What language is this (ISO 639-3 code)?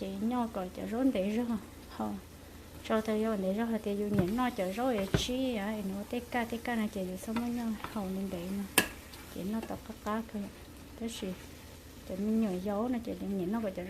hmn